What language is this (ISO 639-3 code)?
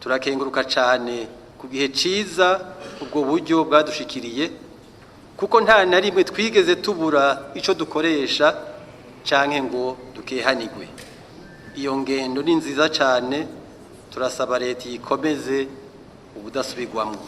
run